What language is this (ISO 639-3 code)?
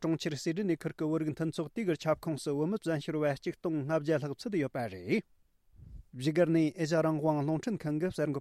bod